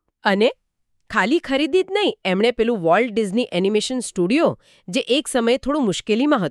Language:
Gujarati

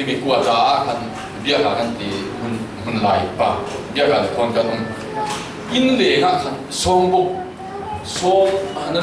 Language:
Falam Chin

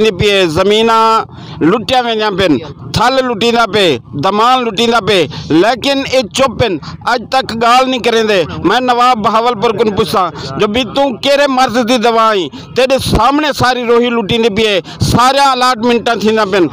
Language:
Saraiki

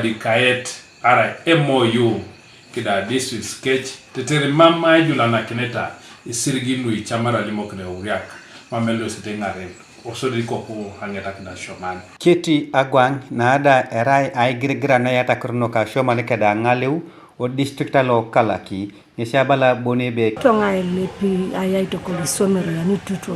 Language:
Teso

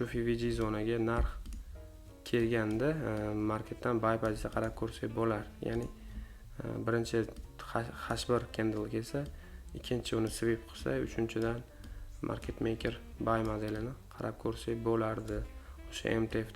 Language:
Uzbek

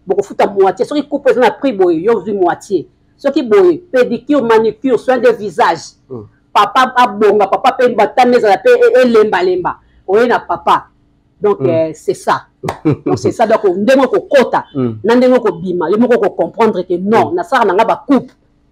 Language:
Lingala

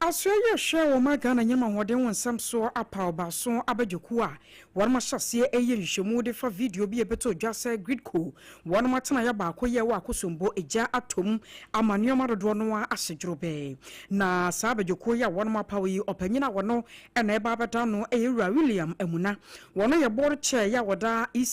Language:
Akan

